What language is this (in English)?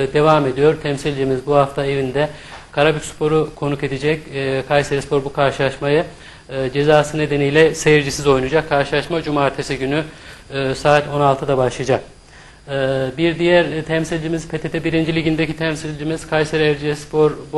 Turkish